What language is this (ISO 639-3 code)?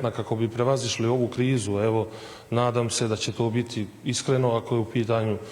bos